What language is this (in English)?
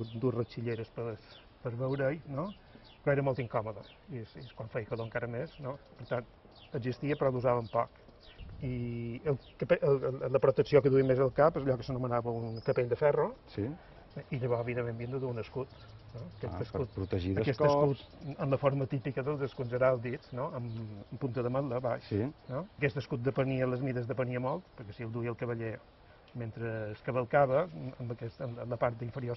Catalan